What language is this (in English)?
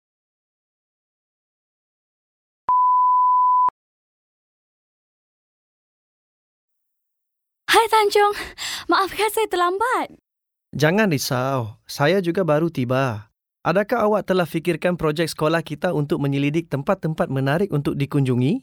Malay